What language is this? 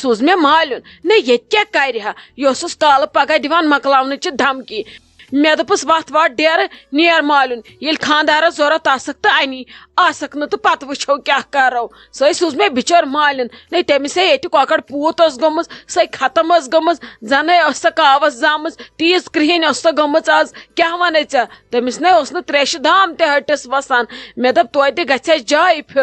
Kashmiri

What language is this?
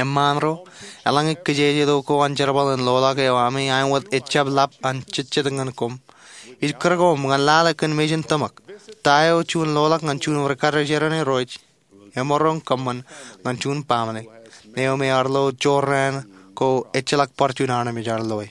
Marshallese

